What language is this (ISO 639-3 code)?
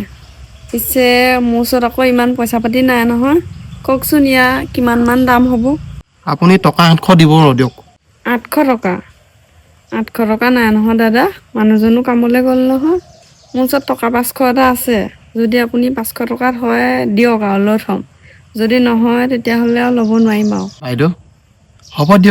asm